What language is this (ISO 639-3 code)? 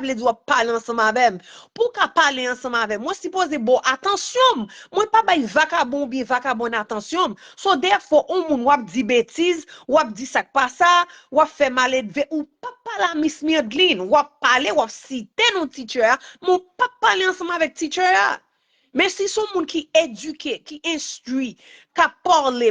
hat